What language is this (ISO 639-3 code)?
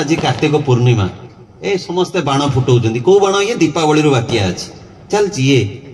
ori